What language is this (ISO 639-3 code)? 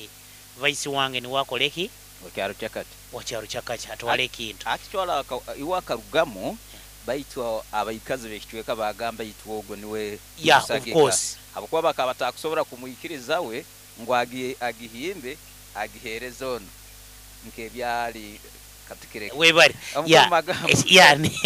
nyo